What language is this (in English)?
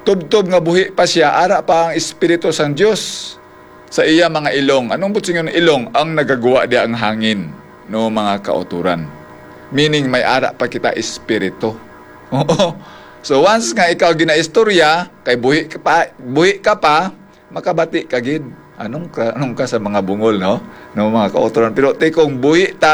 Hiligaynon